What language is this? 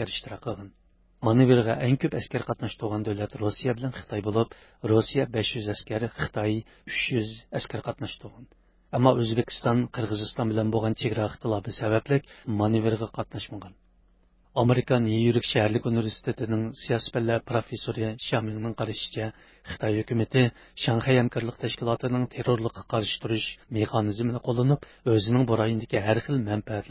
Uyghur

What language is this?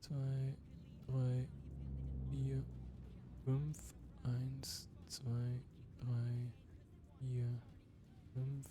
Swiss German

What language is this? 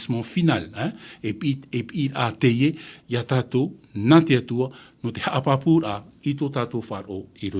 Tahitian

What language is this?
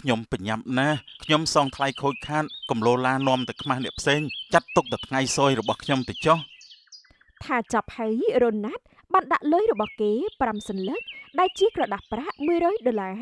Khmer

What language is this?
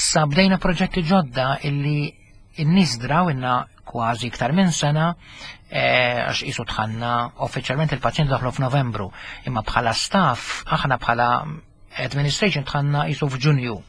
Maltese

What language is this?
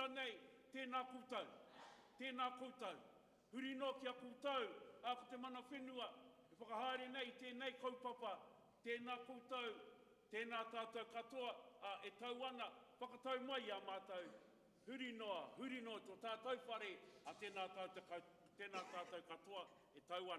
Māori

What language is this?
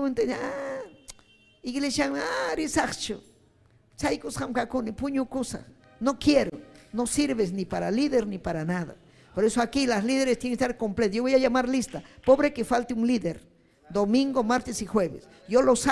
Ayacucho Quechua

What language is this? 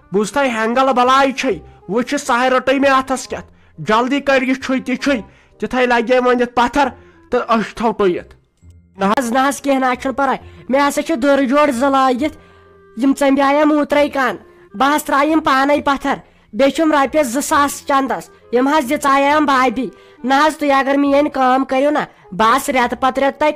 Kashmiri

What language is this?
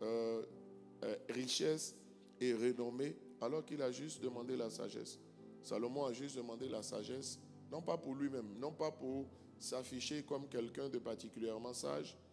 French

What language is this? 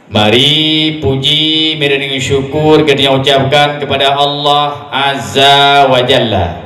Achinese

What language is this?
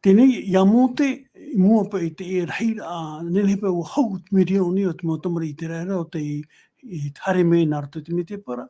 Tahitian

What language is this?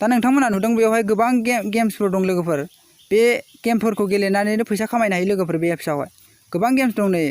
Bodo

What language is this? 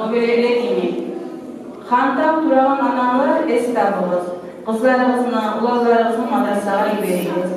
Kumyk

